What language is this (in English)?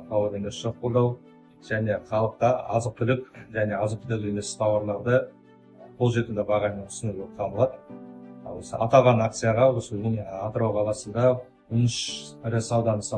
Kazakh